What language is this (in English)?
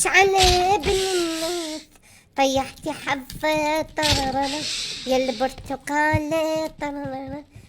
Mesopotamian Arabic